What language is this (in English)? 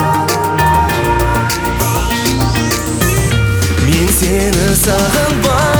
Kazakh